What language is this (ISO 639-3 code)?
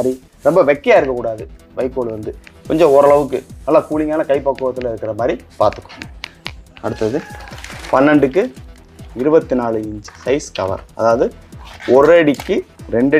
tam